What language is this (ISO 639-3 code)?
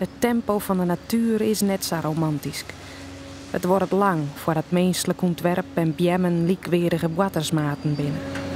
fry